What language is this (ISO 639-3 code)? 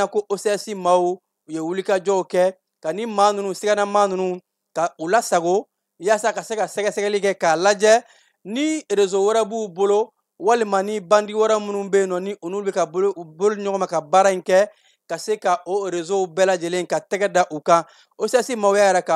bam